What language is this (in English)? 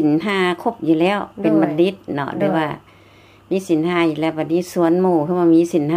Lao